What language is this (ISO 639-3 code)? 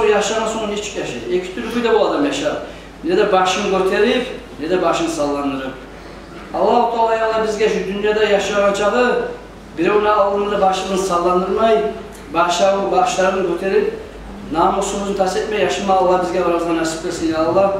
kum